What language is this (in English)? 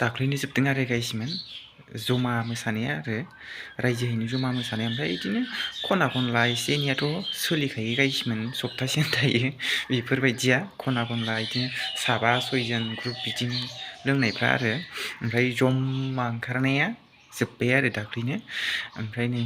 Bodo